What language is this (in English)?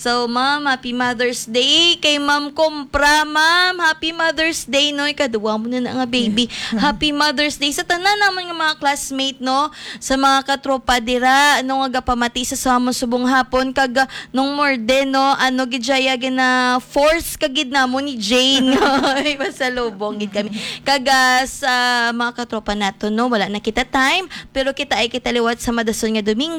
Hiligaynon